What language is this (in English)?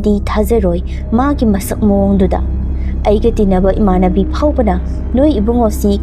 Manipuri